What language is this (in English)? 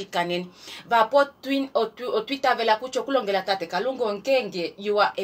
Kuanyama